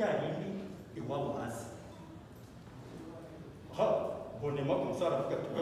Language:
Kinyarwanda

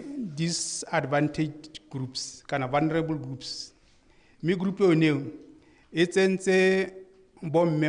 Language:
Tswana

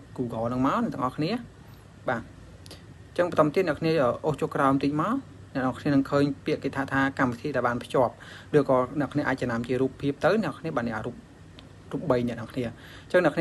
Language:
Khmer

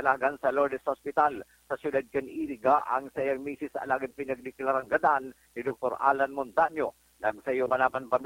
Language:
Bikol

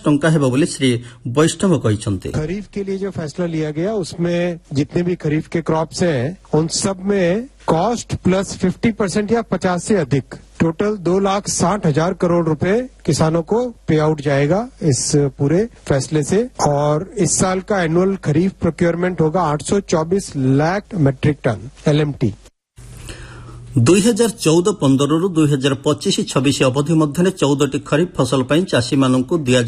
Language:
Odia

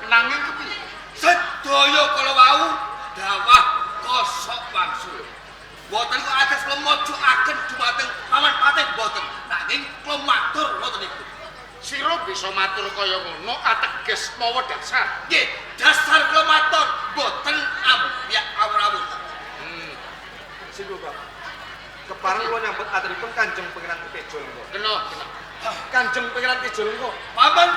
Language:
Javanese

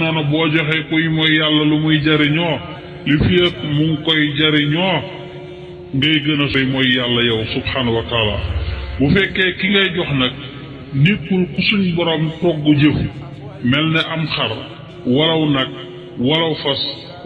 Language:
Wolof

